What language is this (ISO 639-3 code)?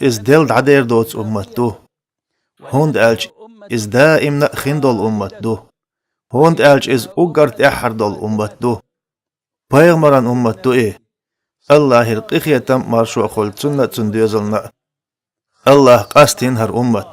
che